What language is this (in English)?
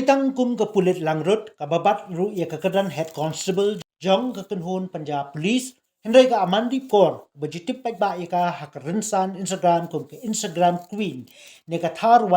Khasi